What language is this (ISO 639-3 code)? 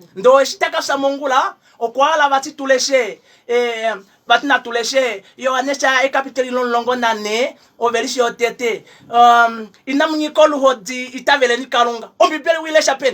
kua